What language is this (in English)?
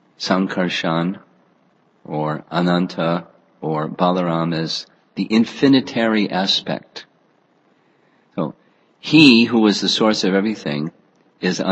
English